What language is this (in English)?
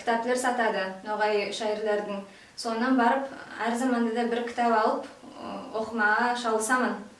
Nogai